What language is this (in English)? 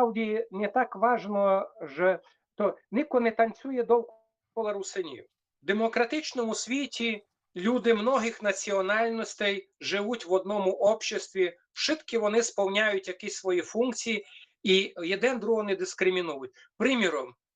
Rusyn